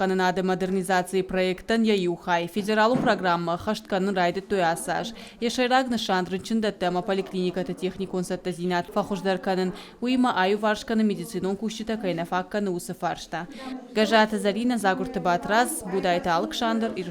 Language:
Ossetic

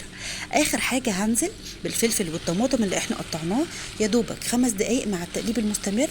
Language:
Egyptian Arabic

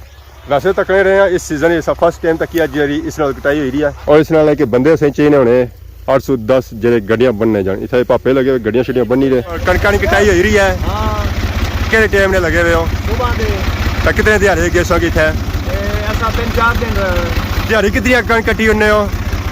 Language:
Pahari-Potwari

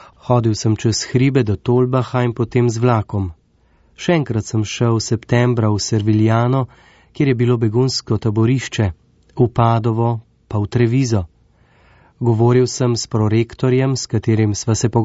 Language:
Slovenian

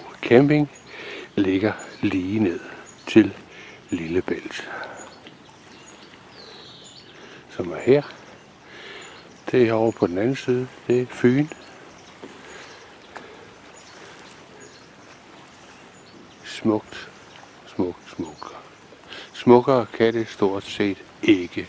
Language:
Danish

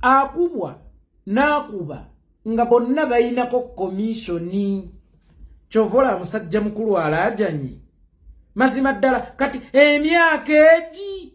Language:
Ganda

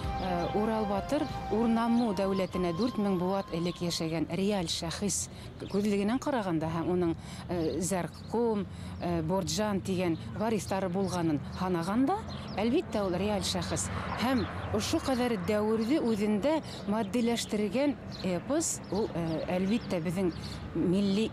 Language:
Bashkir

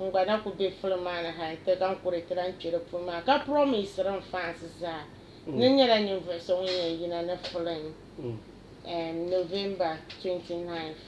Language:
Dagbani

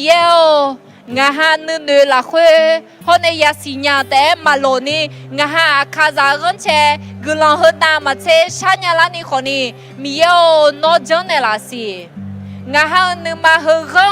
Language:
Akha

